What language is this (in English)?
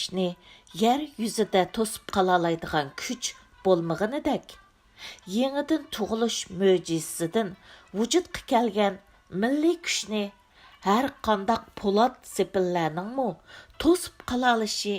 Uyghur